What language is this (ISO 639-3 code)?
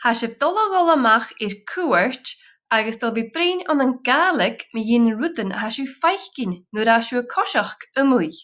gla